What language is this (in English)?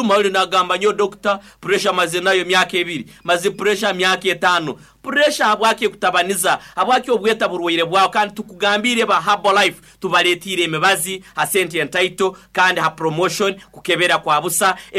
Nyoro